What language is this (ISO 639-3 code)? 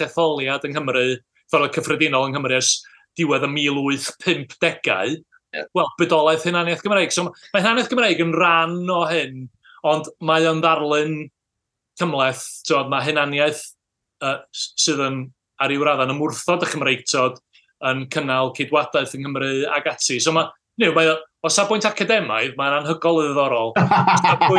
cym